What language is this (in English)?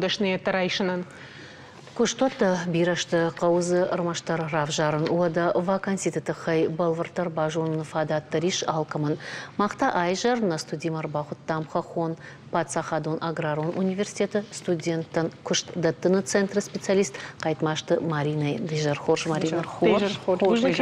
Ossetic